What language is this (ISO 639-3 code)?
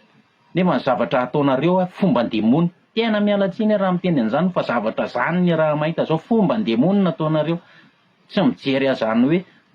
mlg